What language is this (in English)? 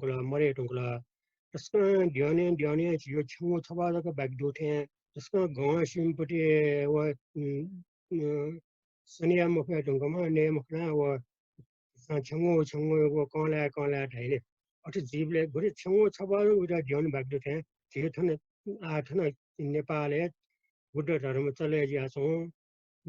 Newari